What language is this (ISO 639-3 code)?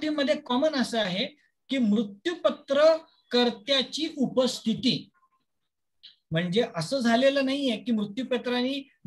mar